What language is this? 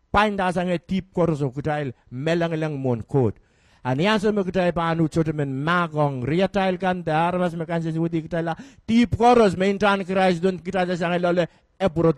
Pohnpeian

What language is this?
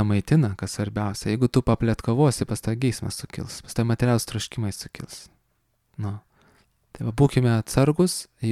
Lithuanian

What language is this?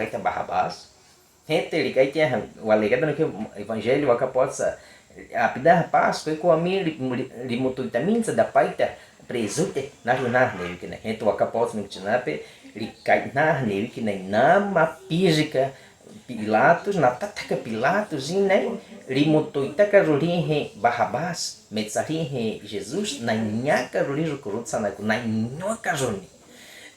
Baniwa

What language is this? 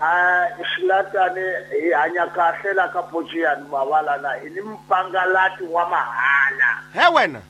Tsonga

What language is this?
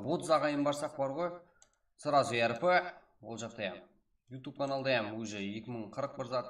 Kara-Kalpak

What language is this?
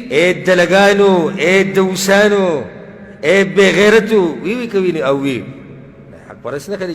Pashto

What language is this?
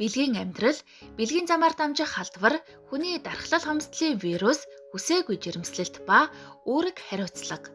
Mongolian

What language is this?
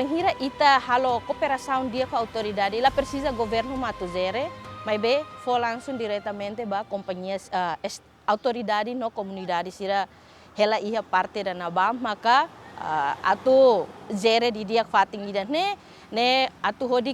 Tetum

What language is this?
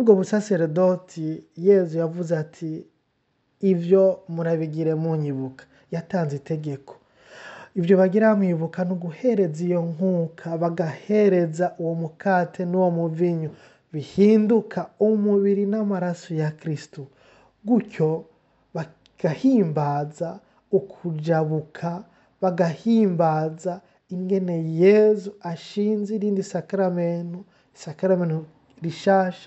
Rundi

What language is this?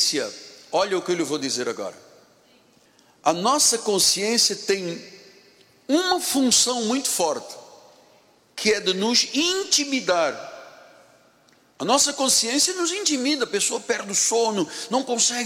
Portuguese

